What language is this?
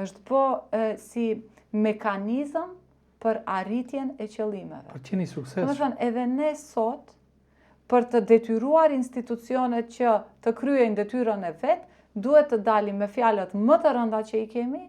Albanian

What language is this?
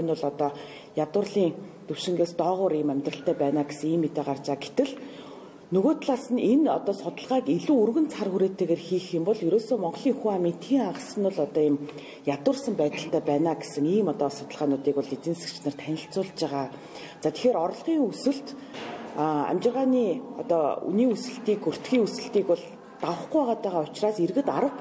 Mongolian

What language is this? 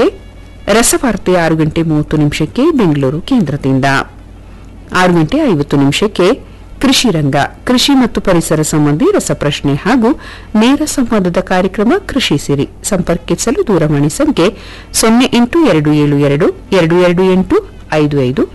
Kannada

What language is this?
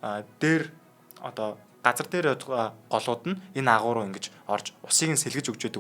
Mongolian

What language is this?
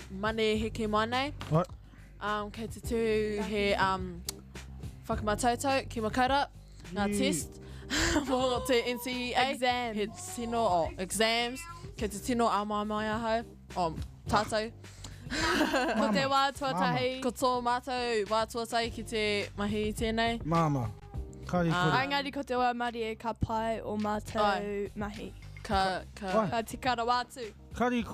Māori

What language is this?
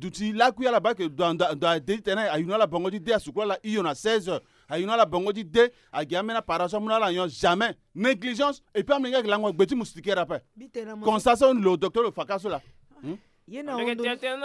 Sango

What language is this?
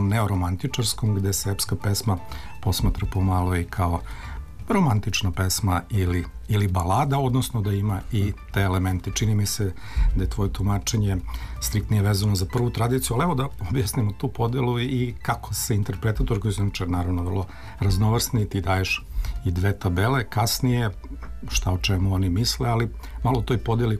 Serbian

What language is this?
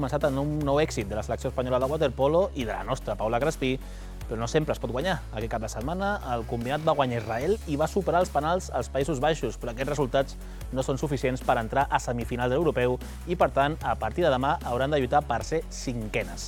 Catalan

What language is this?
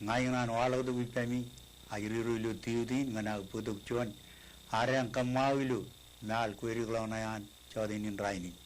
Marshallese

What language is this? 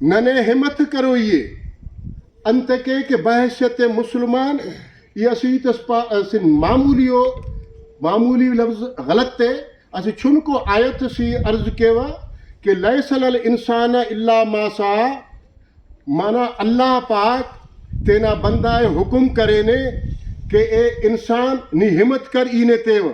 Brahui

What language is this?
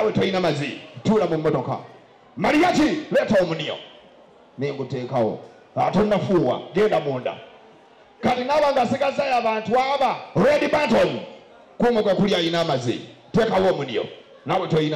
Ganda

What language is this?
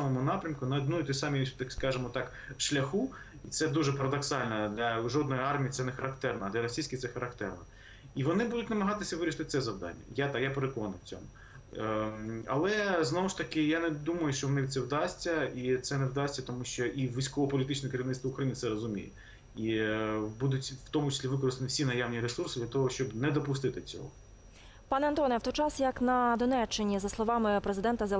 Ukrainian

